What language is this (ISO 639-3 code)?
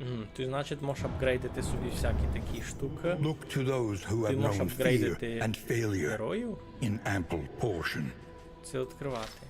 rue